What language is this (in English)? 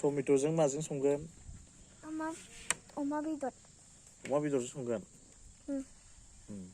Bodo